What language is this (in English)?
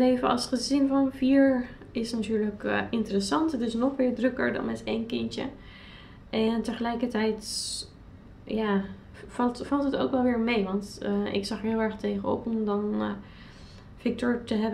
Dutch